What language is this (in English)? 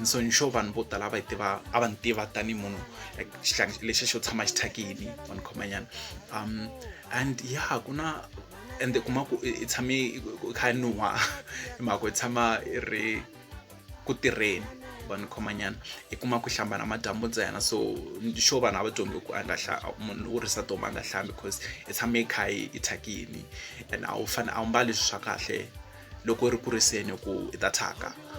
Tsonga